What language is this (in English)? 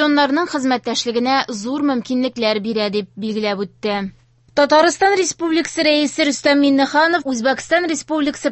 Tatar